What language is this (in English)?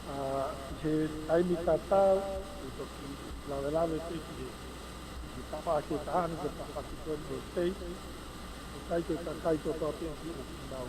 Tongan